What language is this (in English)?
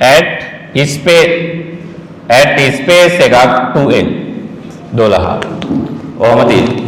Sinhala